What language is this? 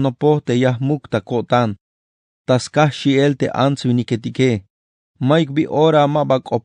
Tzeltal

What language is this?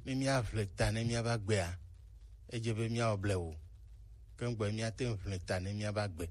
Gen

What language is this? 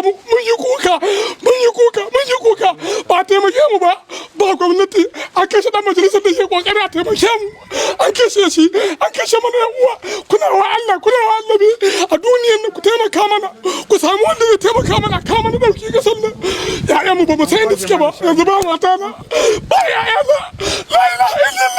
Hausa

